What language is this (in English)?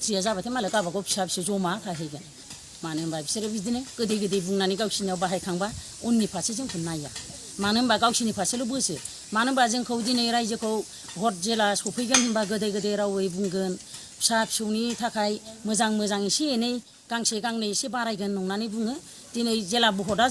Bodo